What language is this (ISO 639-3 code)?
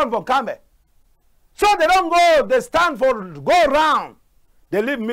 wes